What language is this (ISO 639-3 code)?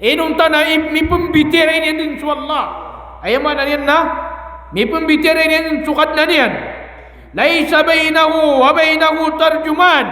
mrw